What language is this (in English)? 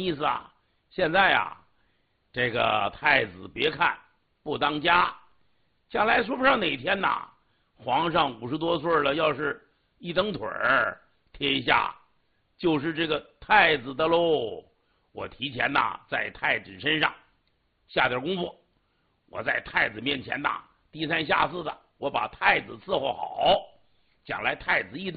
Chinese